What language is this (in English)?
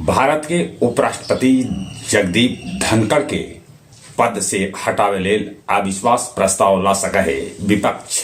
Magahi